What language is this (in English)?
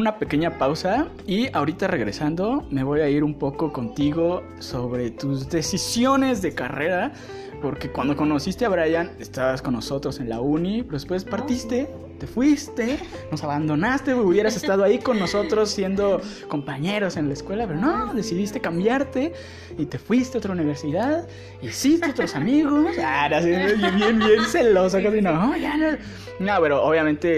Spanish